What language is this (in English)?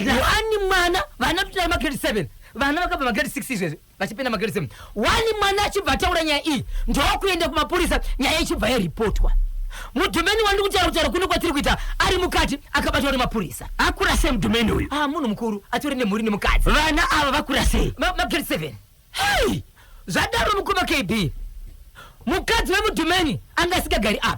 Shona